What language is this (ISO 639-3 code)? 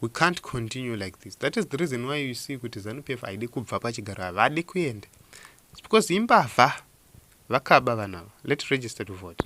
sna